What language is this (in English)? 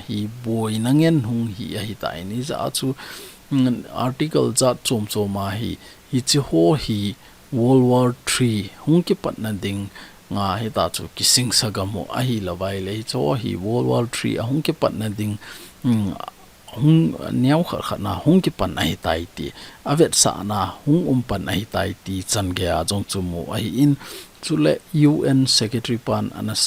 Thado Chin